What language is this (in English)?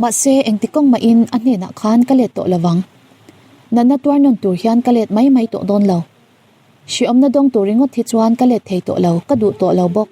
Mizo